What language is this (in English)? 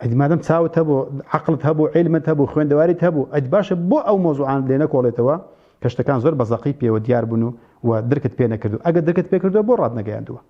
Central Kurdish